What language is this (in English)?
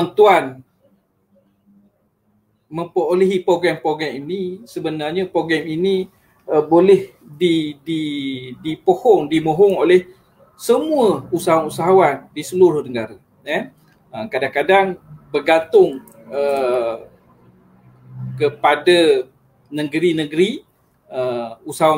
Malay